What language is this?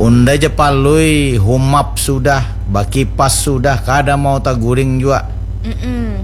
Banjar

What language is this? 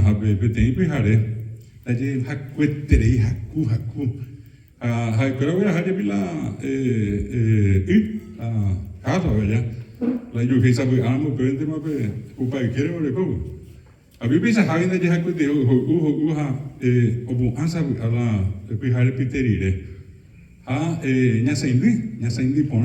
Guarani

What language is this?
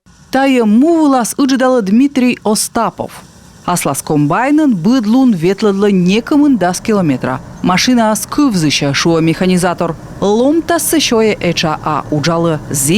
Komi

